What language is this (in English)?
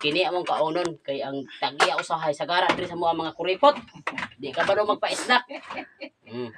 Cebuano